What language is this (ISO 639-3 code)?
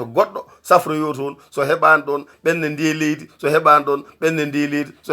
ful